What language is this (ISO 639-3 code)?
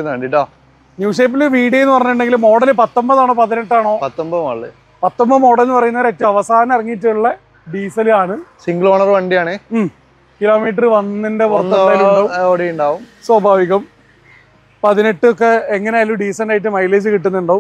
mal